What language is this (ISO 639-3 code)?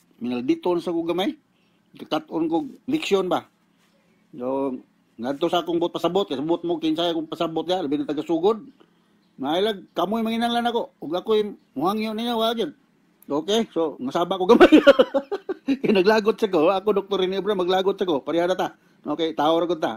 ceb